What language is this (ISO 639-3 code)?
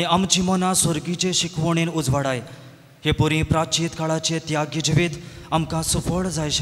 kok